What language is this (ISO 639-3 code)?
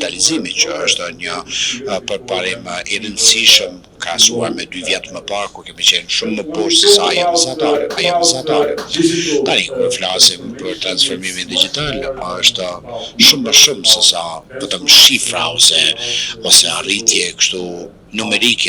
sqi